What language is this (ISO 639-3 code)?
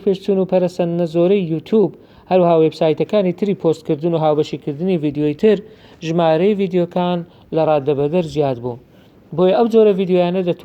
ckb